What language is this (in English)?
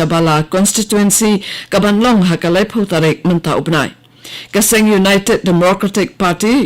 Khasi